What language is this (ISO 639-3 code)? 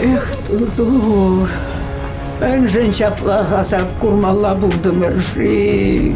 chv